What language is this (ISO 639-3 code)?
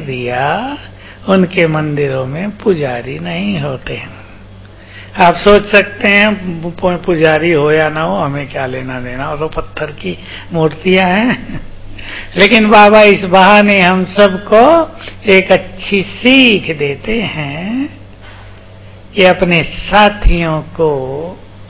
hin